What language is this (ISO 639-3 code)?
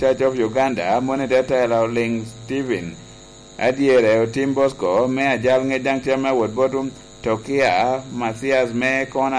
laj